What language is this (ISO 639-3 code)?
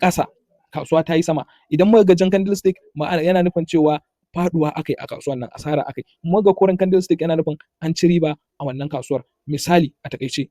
hau